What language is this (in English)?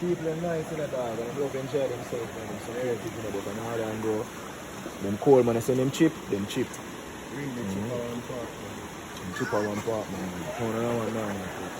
Jamaican Creole English